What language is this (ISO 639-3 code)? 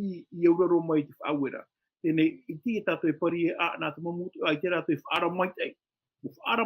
tah